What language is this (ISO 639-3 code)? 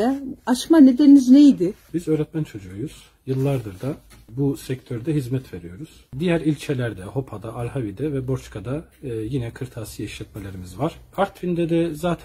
tur